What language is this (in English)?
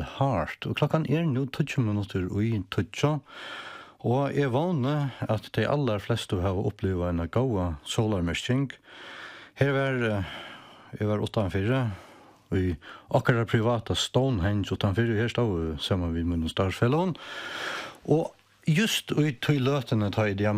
Faroese